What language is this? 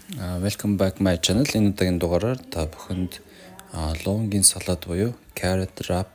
Mongolian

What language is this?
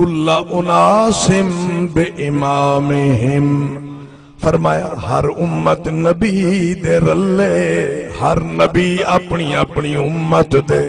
Saraiki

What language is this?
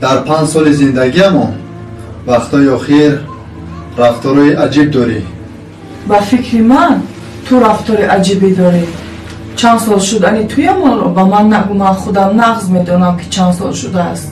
Tajik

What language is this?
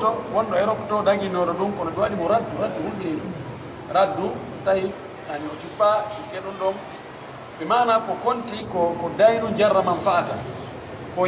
Pular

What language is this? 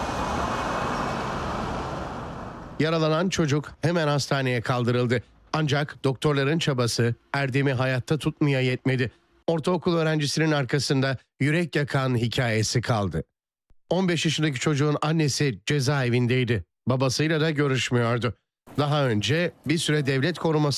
Turkish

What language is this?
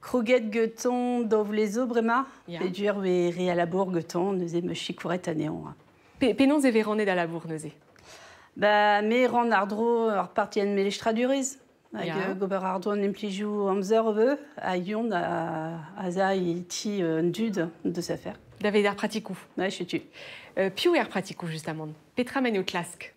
Breton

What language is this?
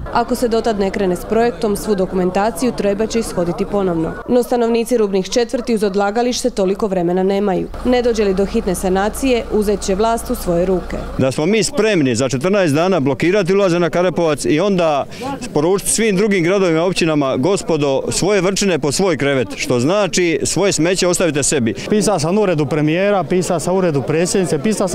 Croatian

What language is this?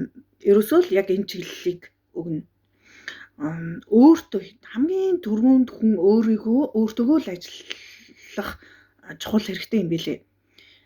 Mongolian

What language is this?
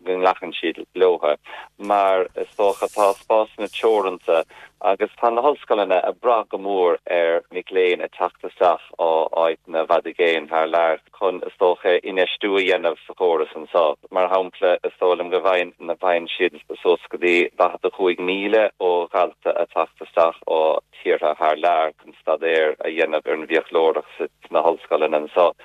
Irish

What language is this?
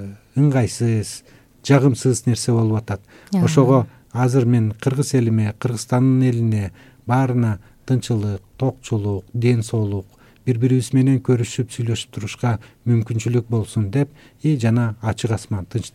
Kyrgyz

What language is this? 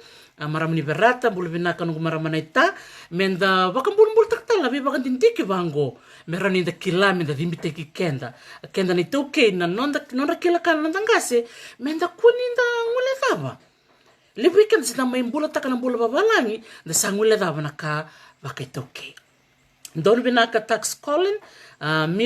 Fijian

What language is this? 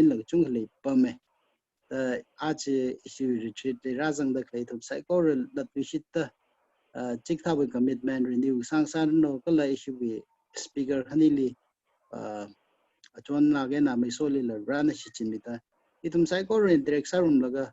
Tangkhul Naga (India)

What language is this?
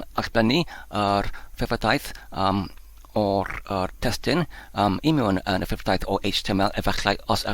Welsh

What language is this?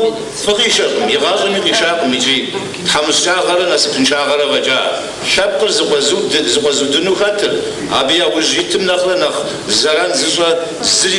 Kabardian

